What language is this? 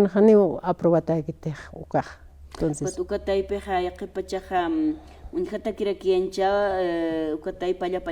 Aymara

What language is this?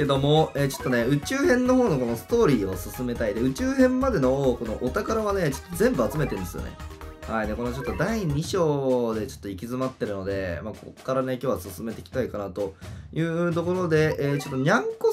Japanese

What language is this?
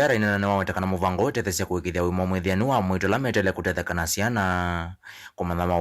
Kamba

